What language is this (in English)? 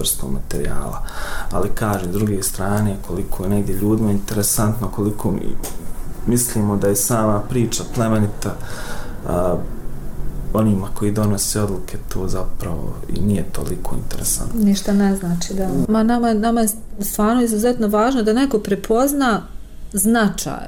Bosnian